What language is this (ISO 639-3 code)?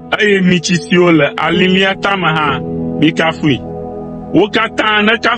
ewe